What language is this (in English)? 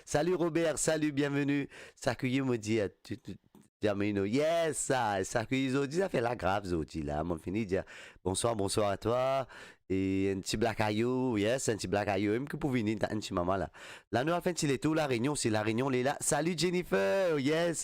Morisyen